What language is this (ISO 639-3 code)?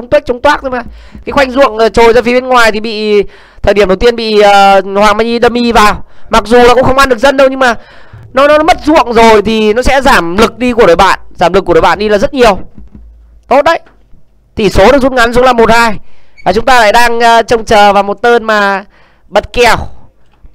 vie